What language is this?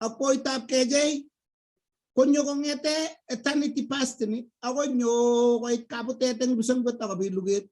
Kalenjin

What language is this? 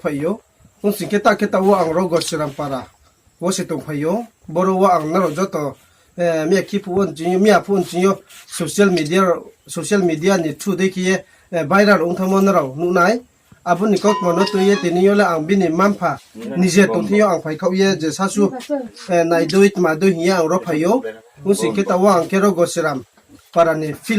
Riang (India)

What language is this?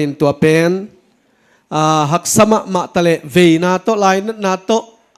Tedim Chin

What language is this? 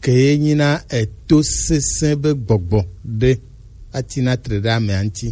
Gen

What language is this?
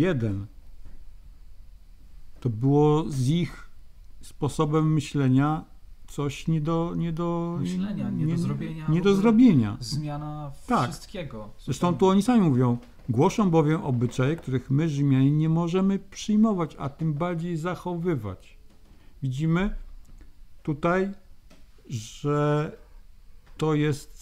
Polish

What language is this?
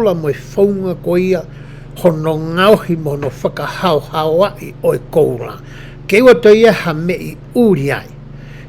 Tongan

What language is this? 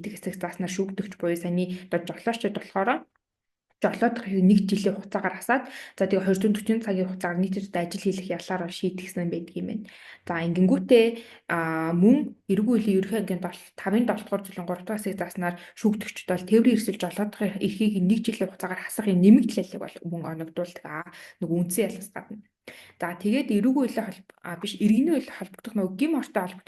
Mongolian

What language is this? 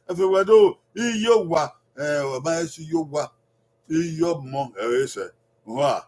Bini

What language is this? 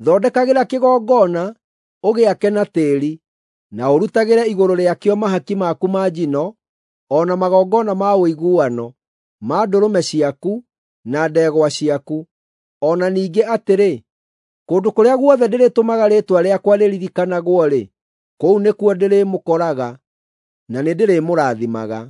Kikuyu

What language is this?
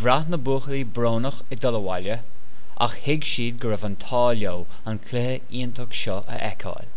Irish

